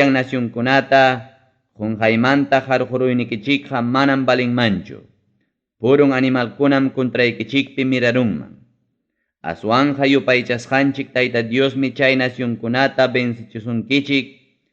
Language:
Ayacucho Quechua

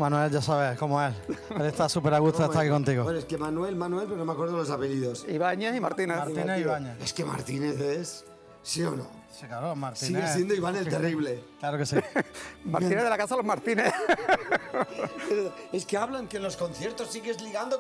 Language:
Spanish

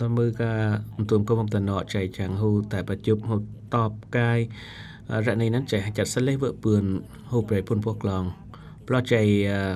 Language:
Eastern Cham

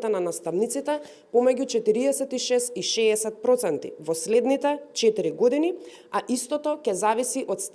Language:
Macedonian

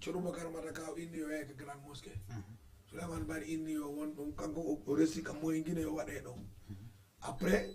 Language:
Fula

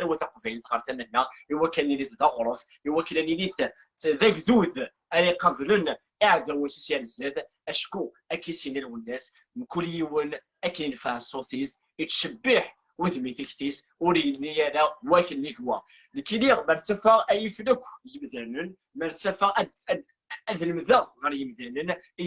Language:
Kabyle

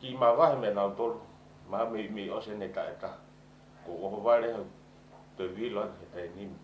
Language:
Tongan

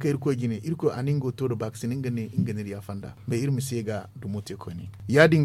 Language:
Zarma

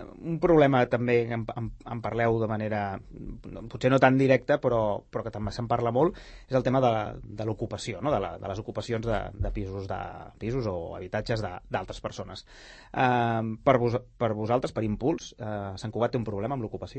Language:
Catalan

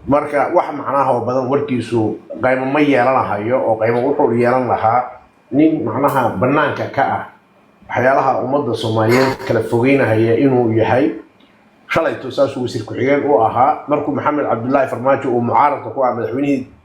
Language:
Somali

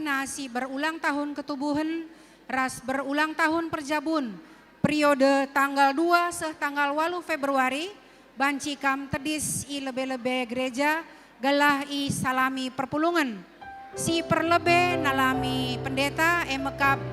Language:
Batak Karo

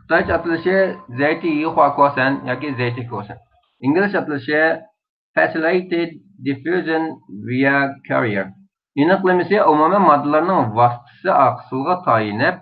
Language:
Uyghur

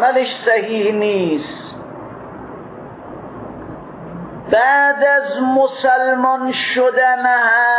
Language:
Persian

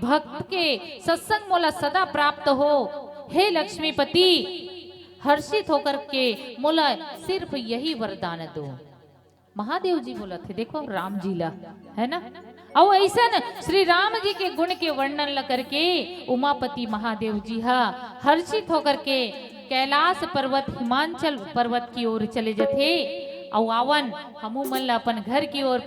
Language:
Chhattisgarhi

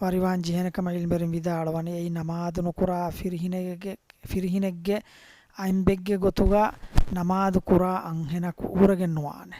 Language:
Divehi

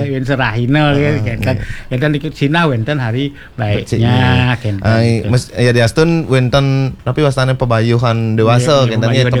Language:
Balinese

